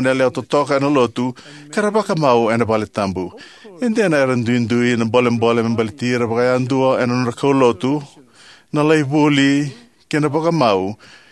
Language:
Fijian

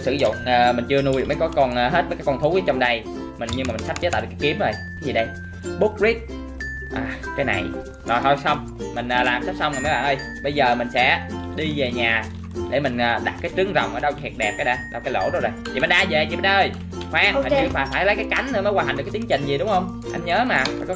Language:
Vietnamese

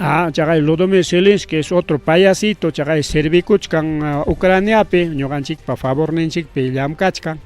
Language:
Ayacucho Quechua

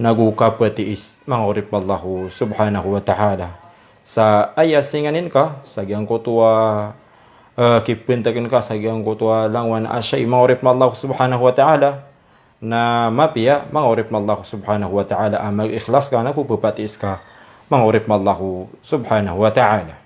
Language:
Maranao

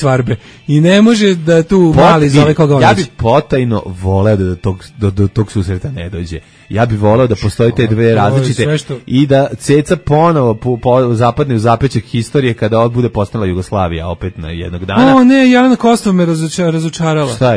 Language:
Serbian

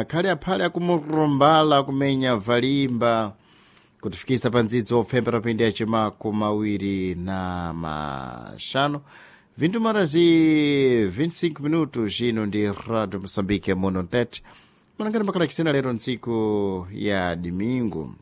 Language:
Sena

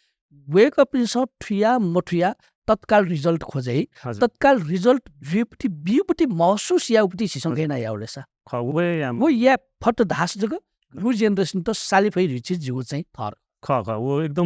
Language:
Newari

